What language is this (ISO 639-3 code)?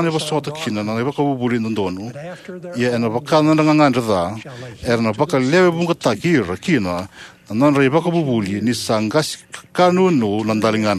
fij